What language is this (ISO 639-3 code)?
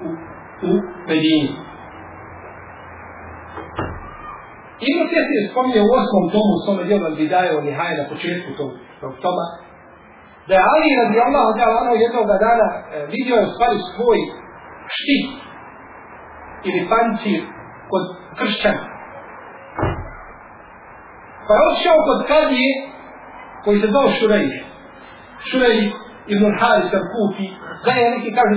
bos